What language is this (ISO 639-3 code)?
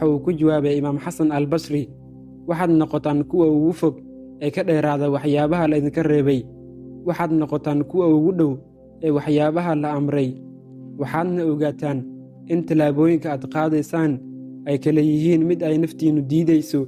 som